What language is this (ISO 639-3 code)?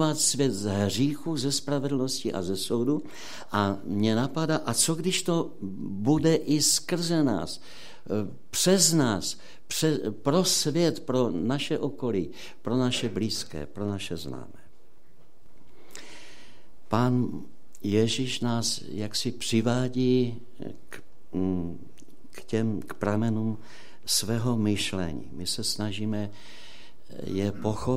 ces